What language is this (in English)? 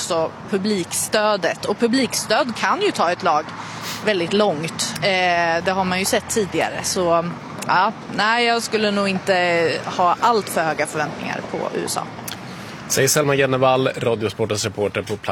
Swedish